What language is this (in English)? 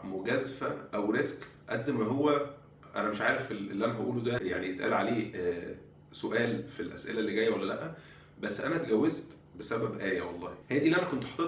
Egyptian Arabic